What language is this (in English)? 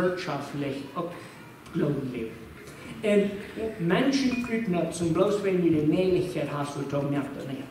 Plautdietsch